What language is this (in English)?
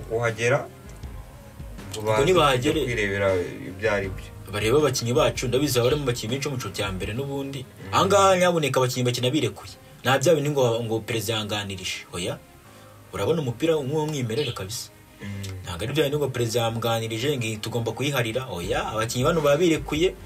Kinyarwanda